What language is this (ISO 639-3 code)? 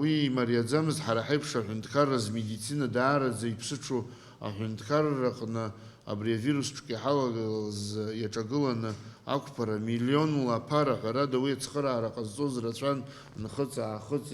abk